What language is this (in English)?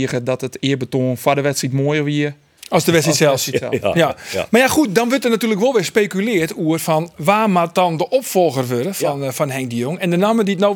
Western Frisian